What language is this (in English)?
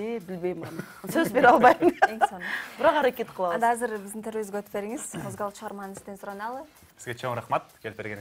Kyrgyz